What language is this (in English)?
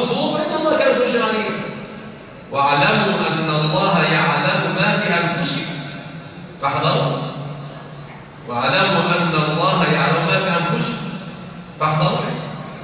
Arabic